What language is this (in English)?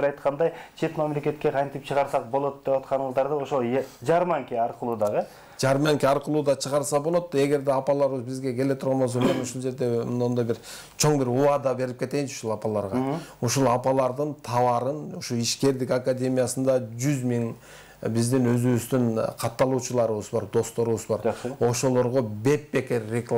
Kyrgyz